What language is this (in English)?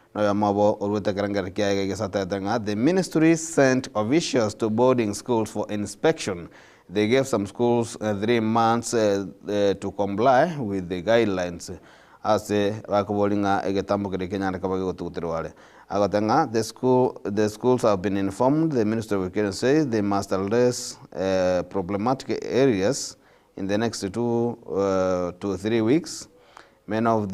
Gusii